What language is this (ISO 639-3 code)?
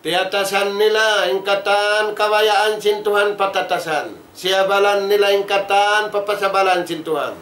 tsg